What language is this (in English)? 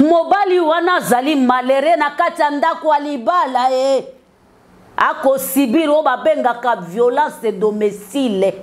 Lingala